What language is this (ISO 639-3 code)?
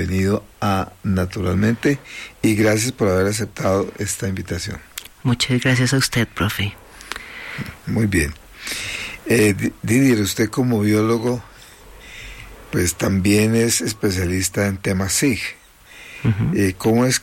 spa